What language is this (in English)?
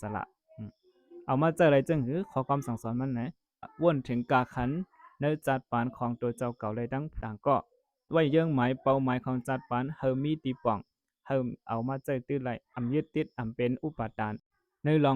Shan